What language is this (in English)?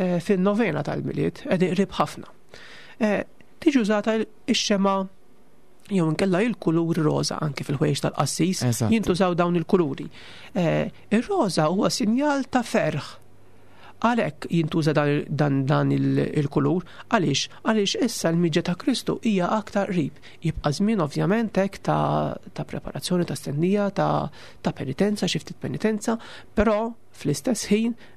Maltese